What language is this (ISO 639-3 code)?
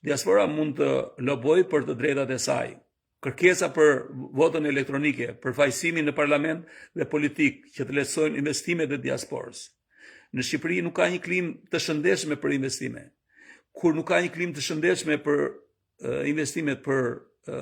sqi